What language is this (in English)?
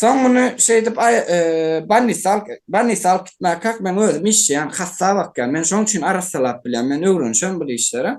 Turkmen